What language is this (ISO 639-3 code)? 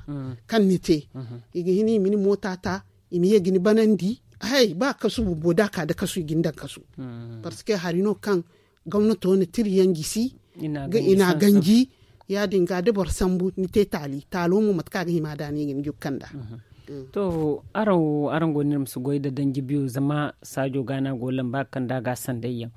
dje